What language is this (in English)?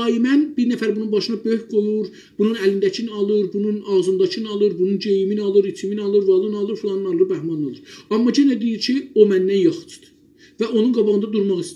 South Azerbaijani